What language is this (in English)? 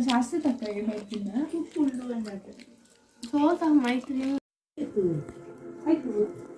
Tulu